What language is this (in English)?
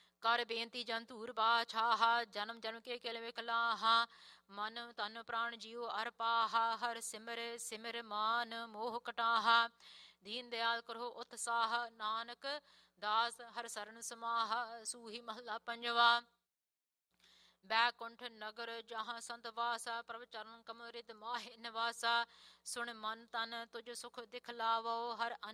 Punjabi